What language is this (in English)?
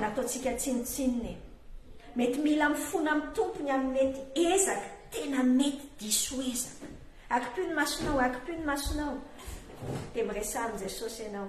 Malagasy